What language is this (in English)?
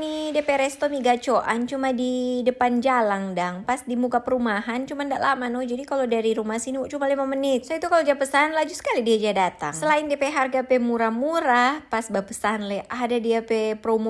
Manado Malay